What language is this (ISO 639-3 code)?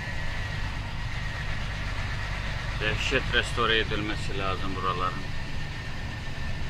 tur